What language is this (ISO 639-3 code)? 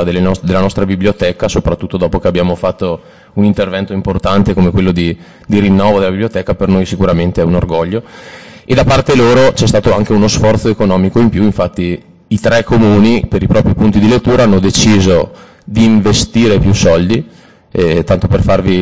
ita